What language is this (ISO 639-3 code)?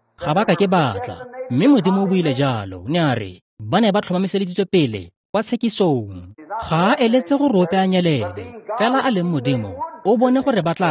tsn